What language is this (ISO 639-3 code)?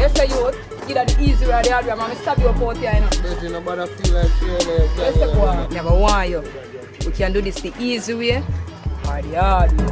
jam